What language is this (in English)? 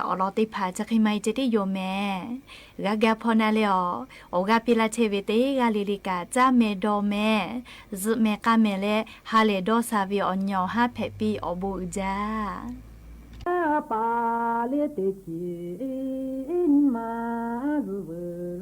Lahu